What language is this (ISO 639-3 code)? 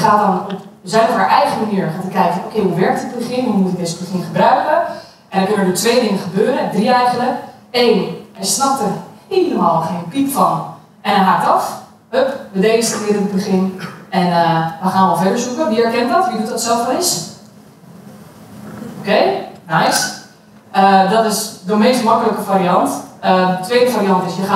nld